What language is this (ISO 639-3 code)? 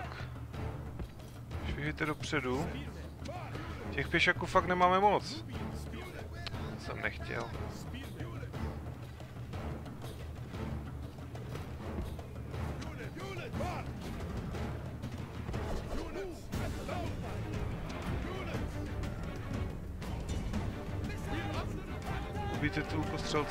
ces